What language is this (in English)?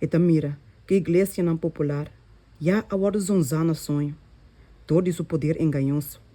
Papiamento